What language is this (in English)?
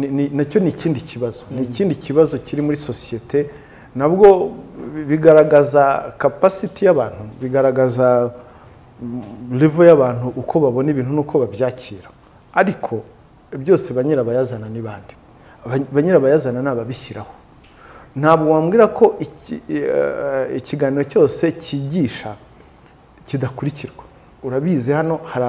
Kinyarwanda